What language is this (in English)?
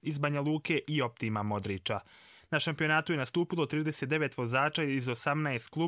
Croatian